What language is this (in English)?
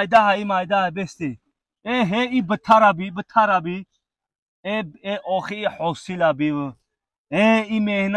Tajik